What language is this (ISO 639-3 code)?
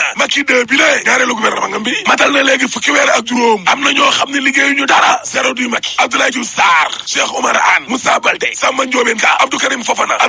wol